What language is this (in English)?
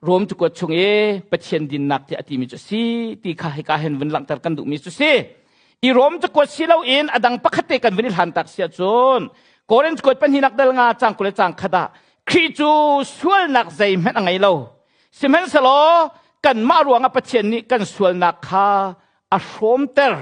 Hakha Chin